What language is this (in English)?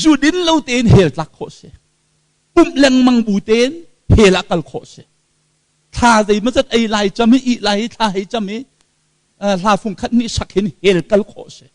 Hakha Chin